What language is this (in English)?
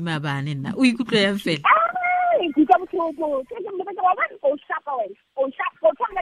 Tswana